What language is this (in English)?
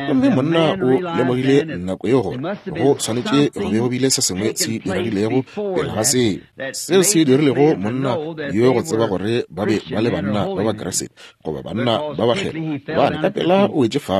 Northern Sotho